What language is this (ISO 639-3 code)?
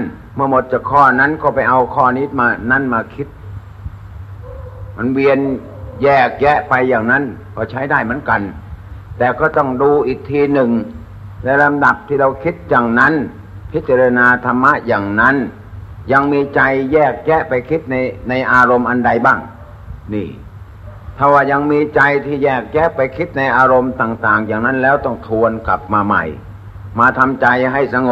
tha